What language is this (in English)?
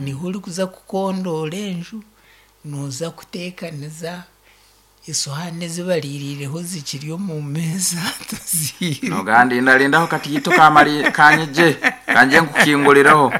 Nyankole